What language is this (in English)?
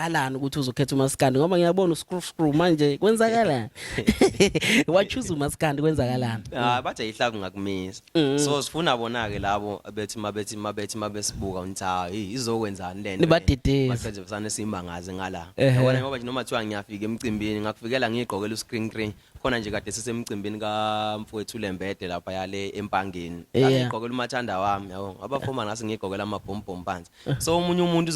Zulu